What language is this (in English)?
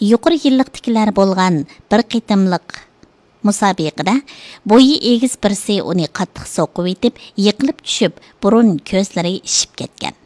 Uyghur